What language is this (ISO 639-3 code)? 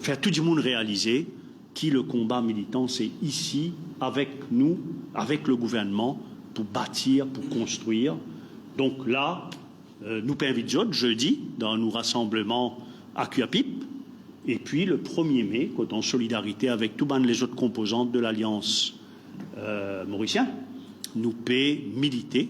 mfe